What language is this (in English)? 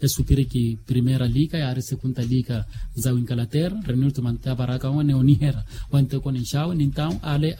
Makhuwa